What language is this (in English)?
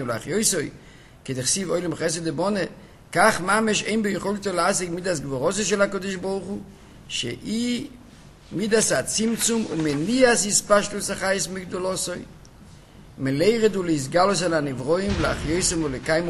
Hebrew